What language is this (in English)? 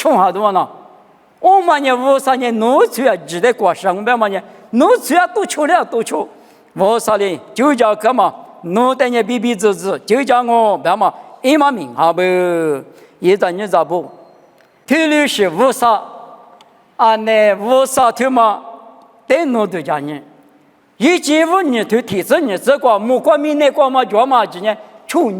Lisu